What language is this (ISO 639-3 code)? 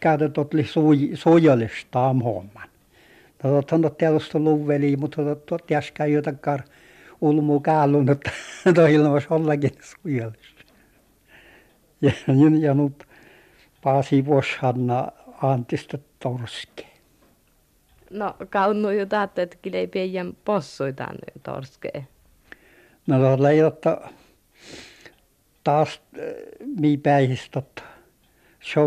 fin